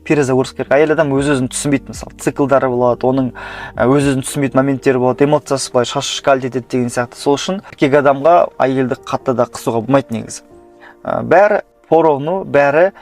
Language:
Kazakh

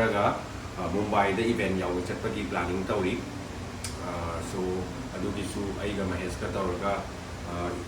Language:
Manipuri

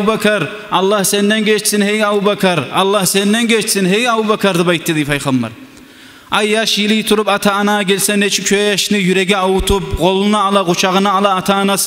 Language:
Kumyk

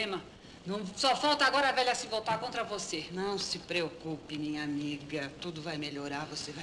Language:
Portuguese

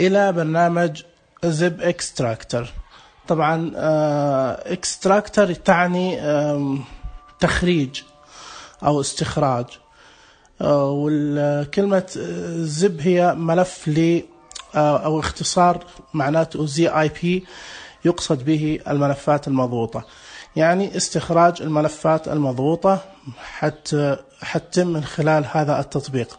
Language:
Najdi Arabic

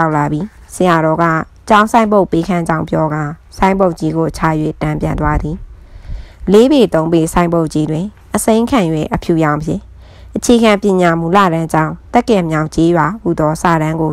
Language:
Burmese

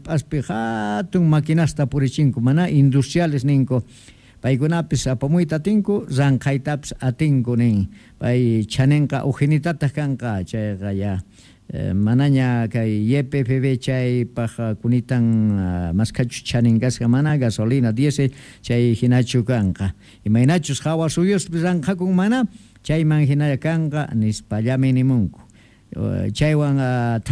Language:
Quechua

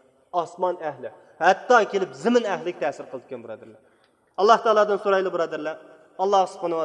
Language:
Uyghur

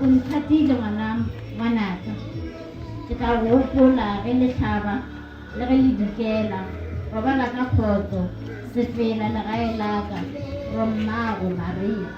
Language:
Northern Sotho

